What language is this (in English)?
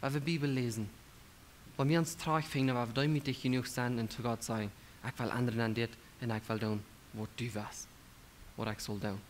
Plautdietsch